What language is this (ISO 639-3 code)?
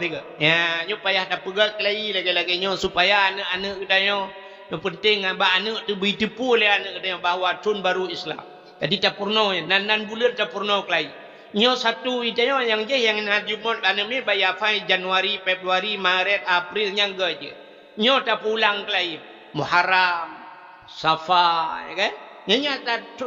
ace